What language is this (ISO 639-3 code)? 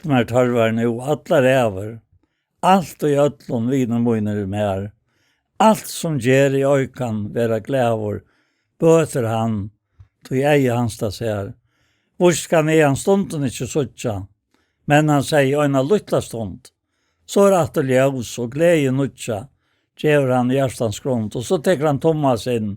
fao